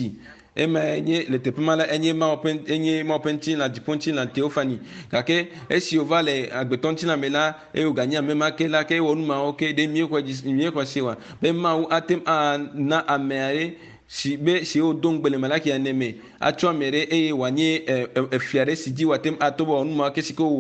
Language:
Ewe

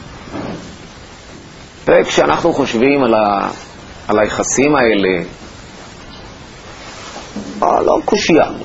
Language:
Hebrew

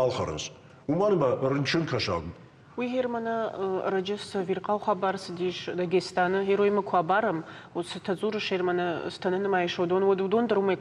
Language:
Ossetic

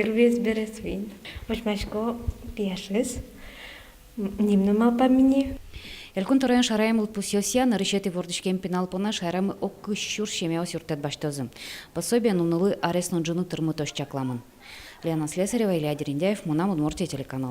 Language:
Udmurt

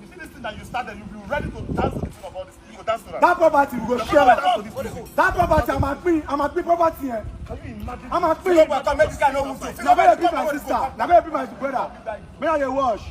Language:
Nigerian Pidgin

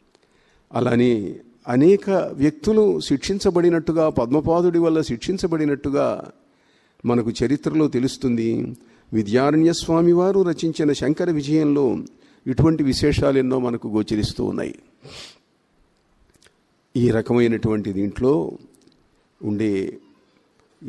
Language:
Telugu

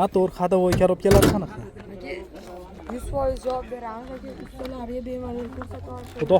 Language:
Uzbek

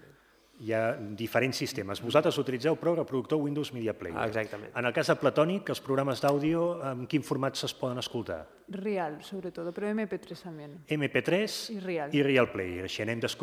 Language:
Catalan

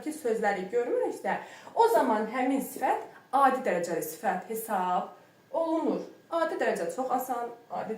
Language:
Azerbaijani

